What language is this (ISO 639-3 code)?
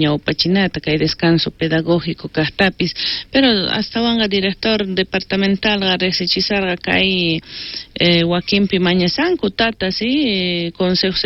quh